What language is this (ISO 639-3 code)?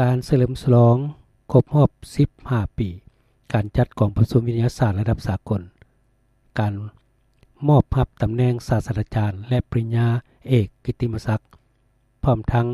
lao